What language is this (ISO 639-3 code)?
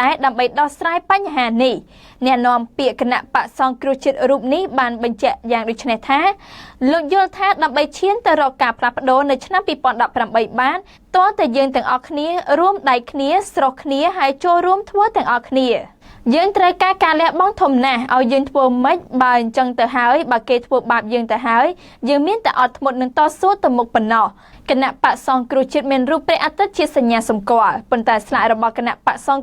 khm